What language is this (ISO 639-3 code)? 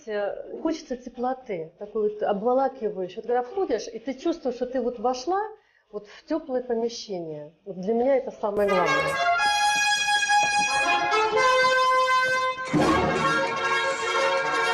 rus